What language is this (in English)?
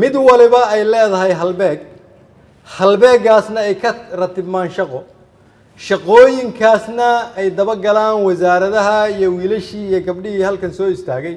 Somali